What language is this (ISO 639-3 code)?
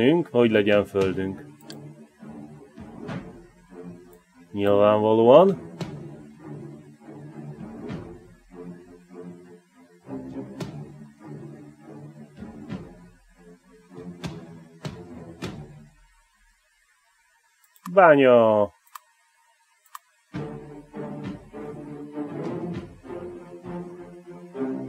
hun